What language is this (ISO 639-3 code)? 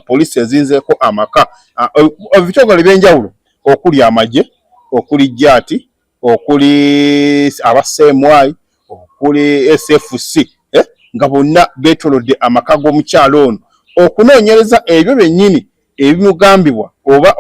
lug